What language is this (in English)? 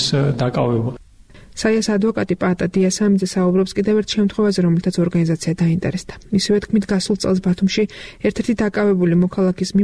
Georgian